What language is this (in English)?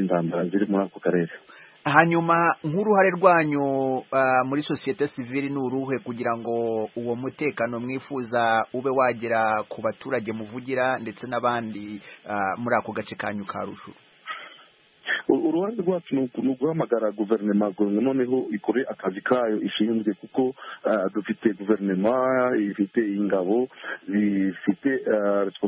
Kinyarwanda